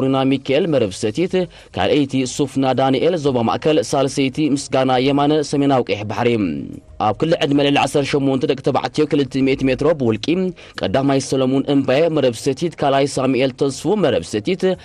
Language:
Tigrinya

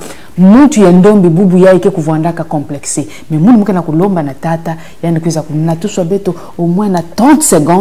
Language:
Kituba (Congo)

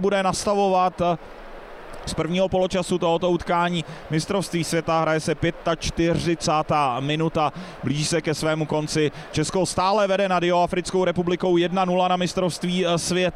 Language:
Czech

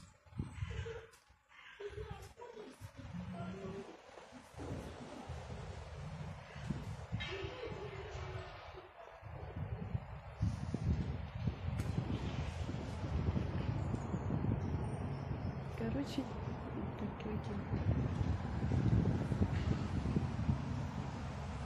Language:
Russian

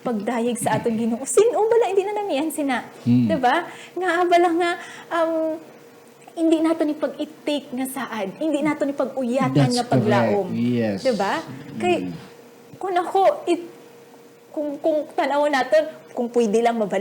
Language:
Hiligaynon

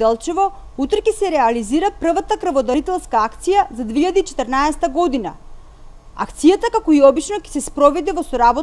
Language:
Macedonian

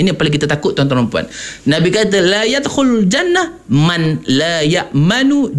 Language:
Malay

